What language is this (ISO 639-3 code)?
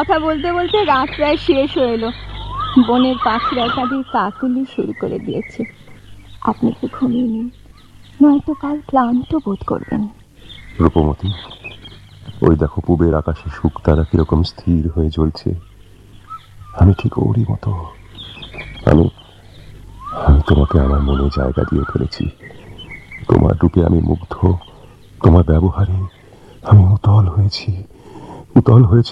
ben